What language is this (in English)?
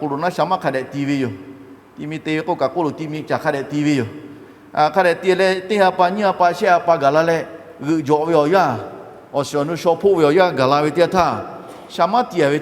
Lahu